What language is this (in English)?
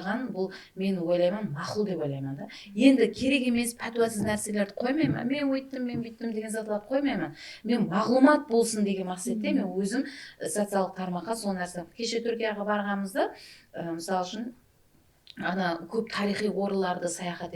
Kara-Kalpak